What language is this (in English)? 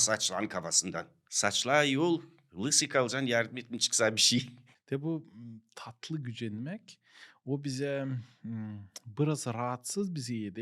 Gagauz